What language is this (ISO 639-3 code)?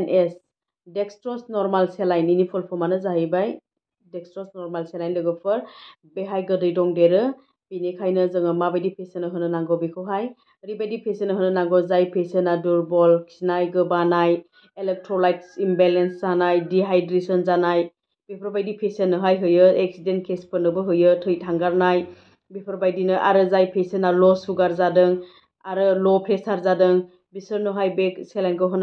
brx